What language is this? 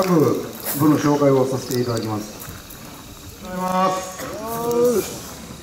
Japanese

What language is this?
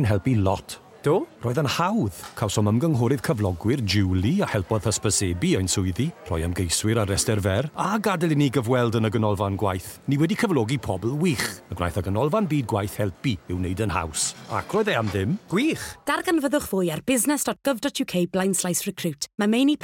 Welsh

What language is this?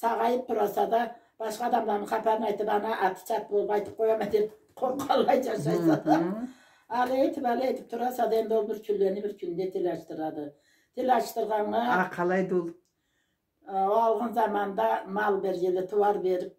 Karachay-Balkar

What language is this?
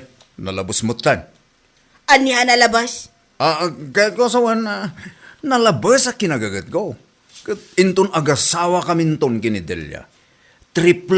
Iloko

